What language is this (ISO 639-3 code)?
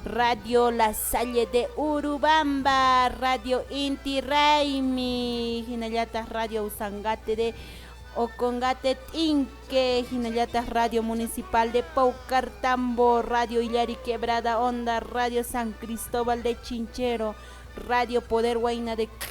que